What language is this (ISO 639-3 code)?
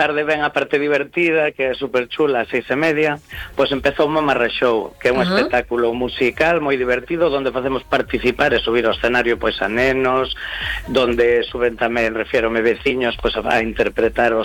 glg